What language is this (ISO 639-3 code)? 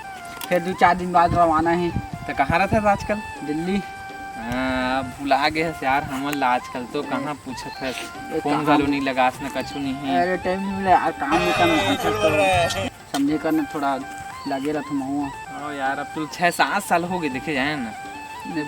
hne